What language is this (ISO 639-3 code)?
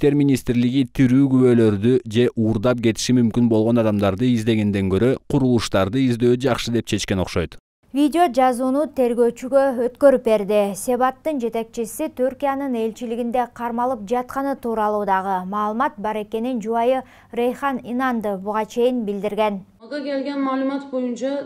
kir